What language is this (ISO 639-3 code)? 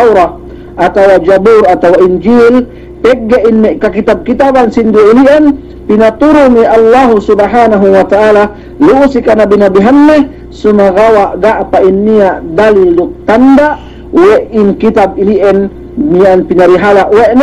yka